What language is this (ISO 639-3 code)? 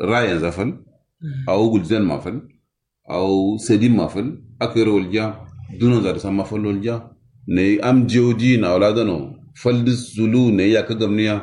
kau